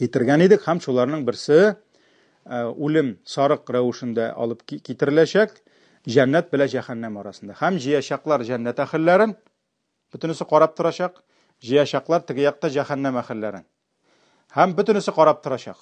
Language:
Tatar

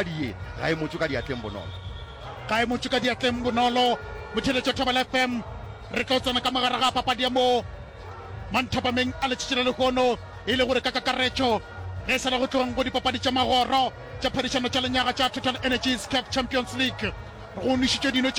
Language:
Northern Sotho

